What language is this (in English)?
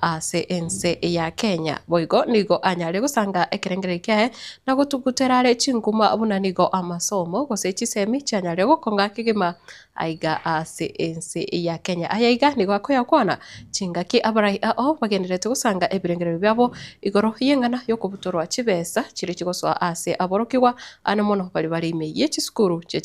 Gusii